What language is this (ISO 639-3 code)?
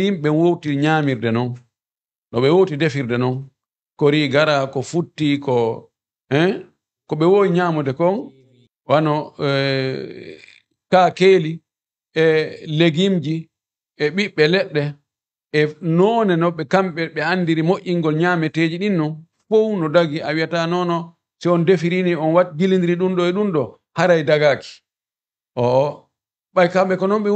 ful